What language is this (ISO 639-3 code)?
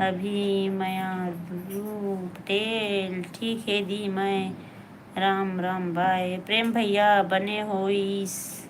hne